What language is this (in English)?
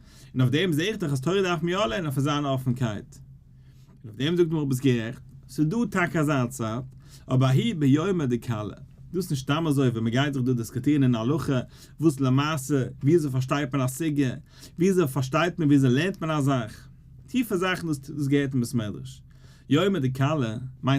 Yiddish